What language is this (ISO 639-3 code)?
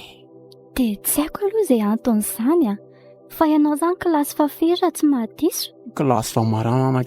mlg